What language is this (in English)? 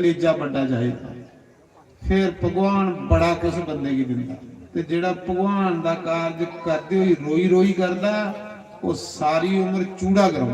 Dogri